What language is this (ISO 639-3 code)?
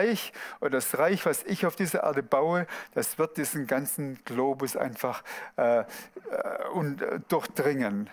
gsw